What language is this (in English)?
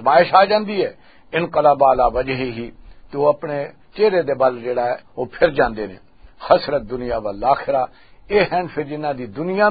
Western Panjabi